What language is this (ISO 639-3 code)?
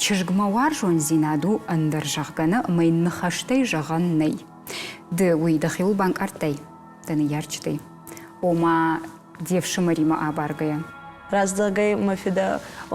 oss